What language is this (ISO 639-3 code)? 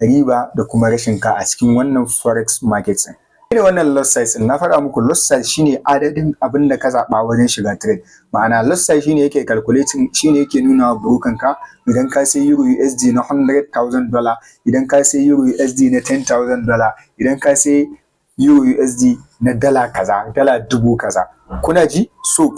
hau